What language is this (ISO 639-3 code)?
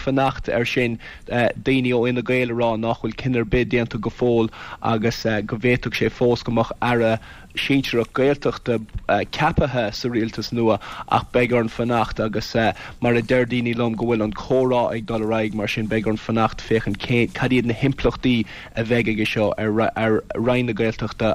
gle